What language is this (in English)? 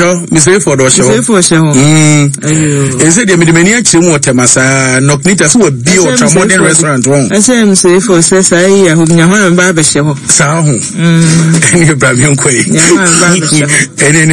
Akan